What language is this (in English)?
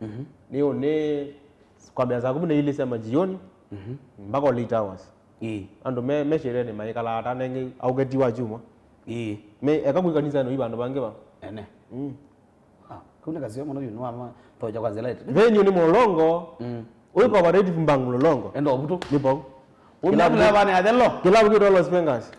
Kamba